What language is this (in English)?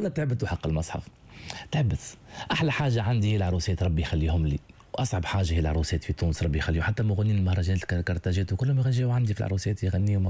Tunisian Arabic